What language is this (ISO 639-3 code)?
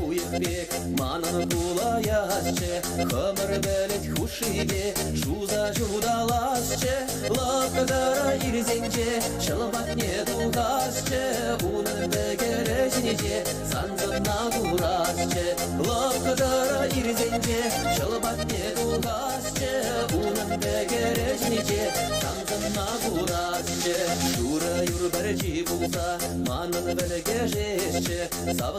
chv